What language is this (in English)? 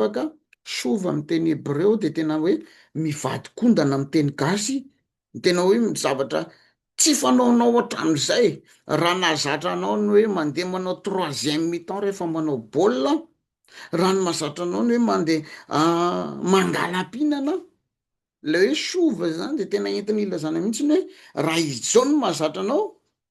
Malagasy